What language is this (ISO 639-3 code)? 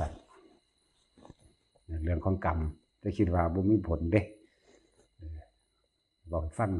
tts